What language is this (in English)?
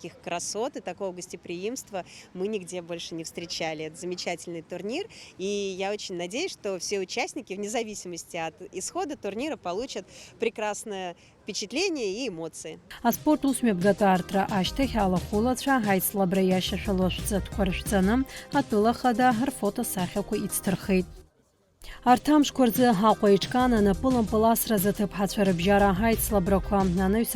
Abkhazian